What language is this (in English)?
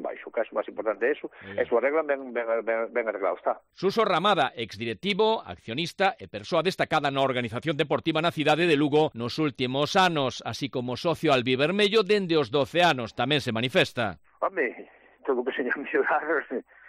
Galician